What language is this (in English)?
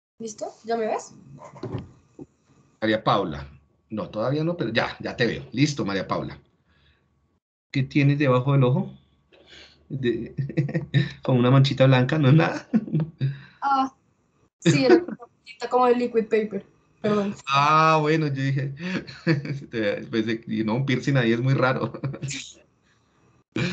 Spanish